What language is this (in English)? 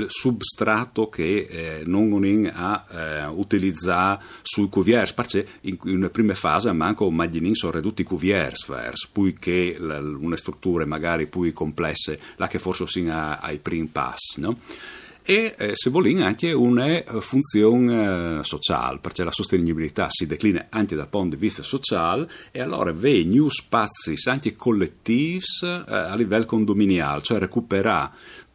Friulian